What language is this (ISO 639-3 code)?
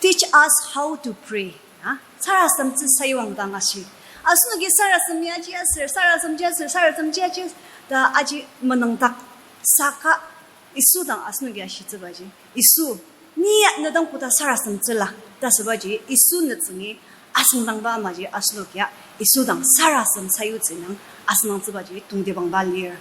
njo